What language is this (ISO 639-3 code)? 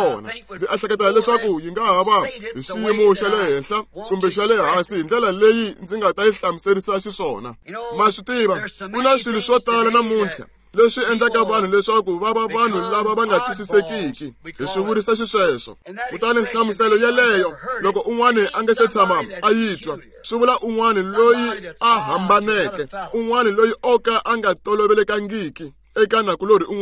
tso